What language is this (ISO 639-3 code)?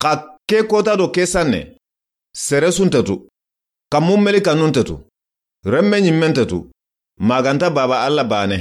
snk